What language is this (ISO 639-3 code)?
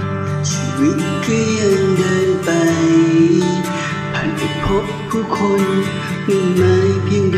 tha